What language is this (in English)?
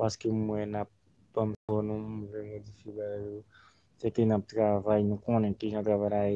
Haitian Creole